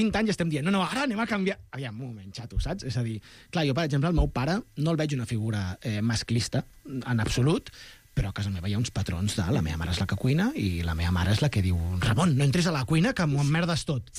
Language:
Catalan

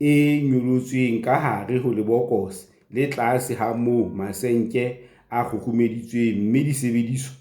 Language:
Southern Sotho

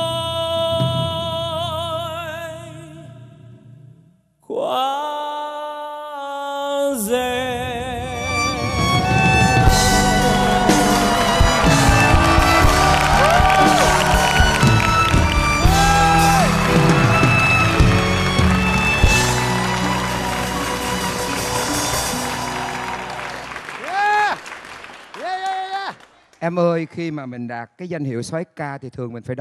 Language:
Vietnamese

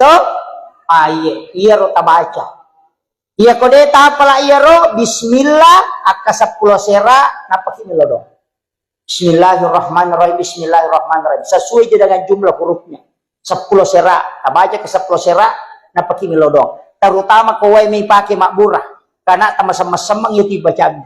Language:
Buginese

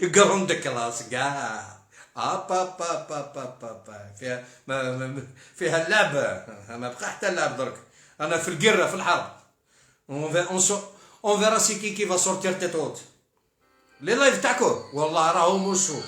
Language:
Algerian Arabic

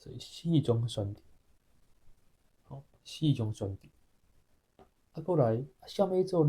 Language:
Min Nan Chinese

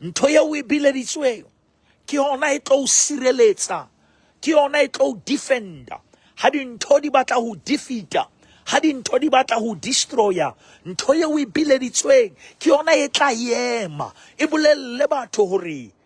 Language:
Southern Sotho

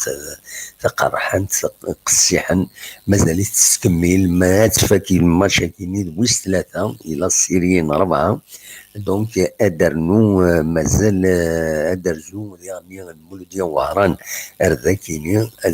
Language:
Kabyle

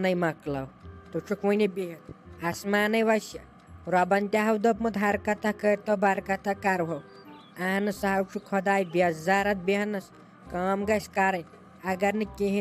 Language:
Kashmiri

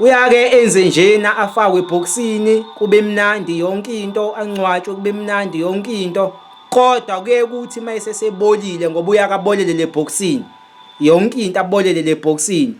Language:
Zulu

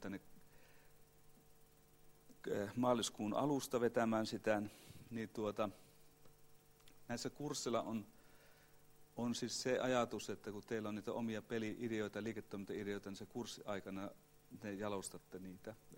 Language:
Finnish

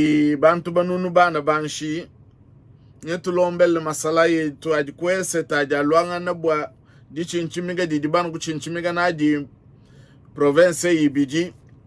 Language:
Luba-Lulua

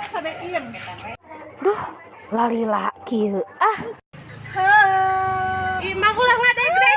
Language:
Sundanese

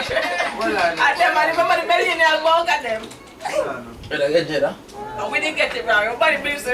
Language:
Jamaican Creole English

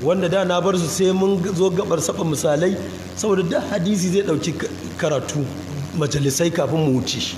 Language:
Hausa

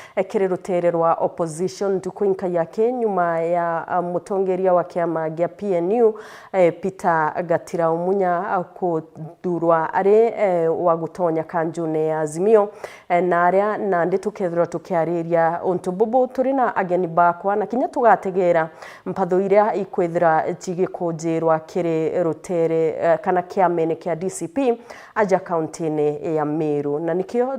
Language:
Meru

